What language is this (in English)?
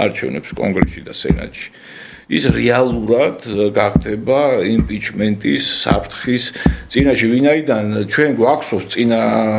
Georgian